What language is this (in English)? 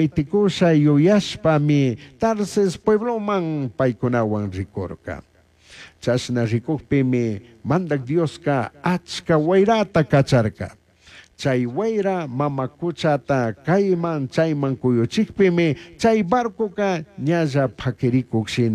Chimborazo Highland Quichua